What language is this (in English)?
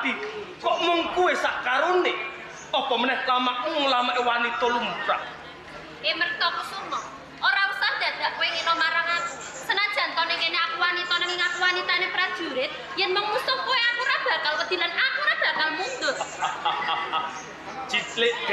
Javanese